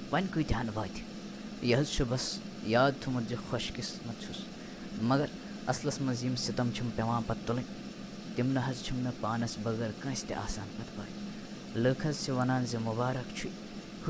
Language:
Kashmiri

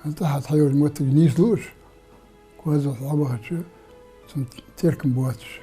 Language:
Ingush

